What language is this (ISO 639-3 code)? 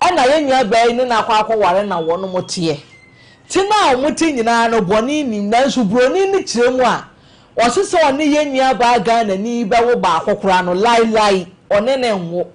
aka